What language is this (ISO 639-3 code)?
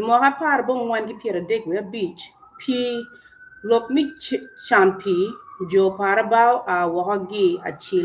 ach